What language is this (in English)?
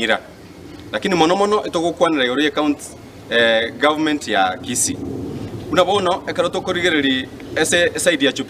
Gusii